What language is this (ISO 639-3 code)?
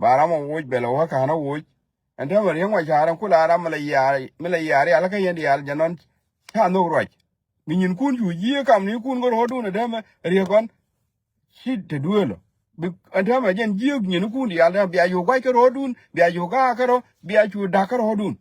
nus